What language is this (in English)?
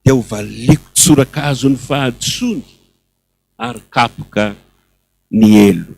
Malagasy